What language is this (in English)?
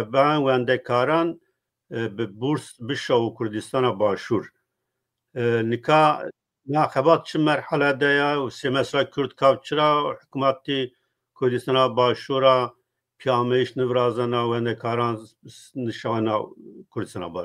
Zaza